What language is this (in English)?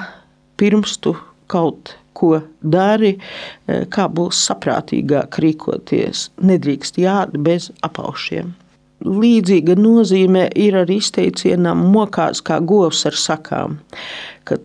Latvian